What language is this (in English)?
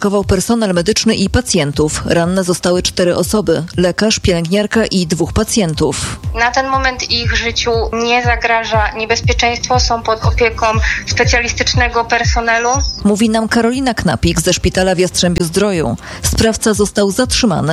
Polish